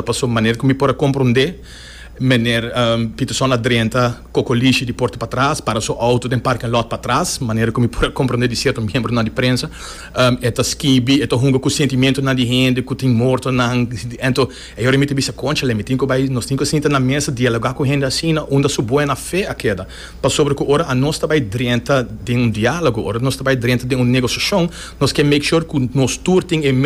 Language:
Papiamento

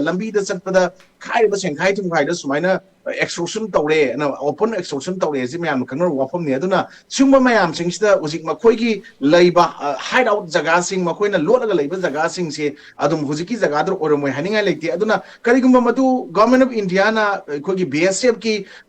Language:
Manipuri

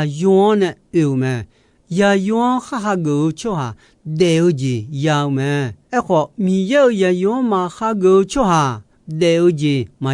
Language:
Akha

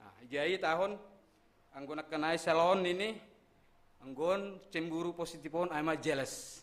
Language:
Batak Simalungun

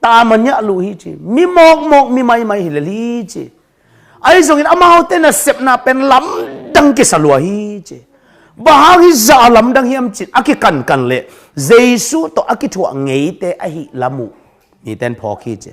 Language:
Tedim Chin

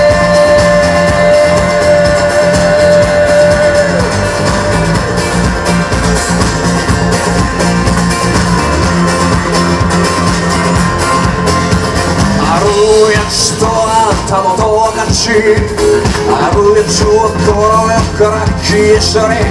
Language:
Japanese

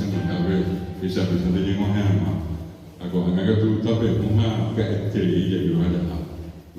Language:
Guarani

